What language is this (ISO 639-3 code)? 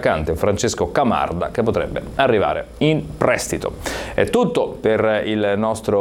ita